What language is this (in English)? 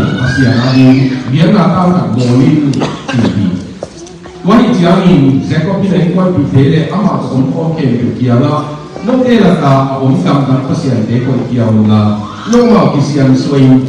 Tedim Chin